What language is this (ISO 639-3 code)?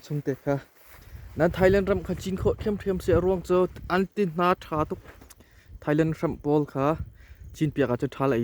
cnh